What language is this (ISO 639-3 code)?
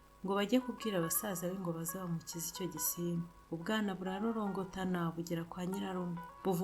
kin